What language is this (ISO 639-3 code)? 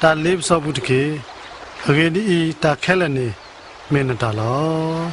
ksw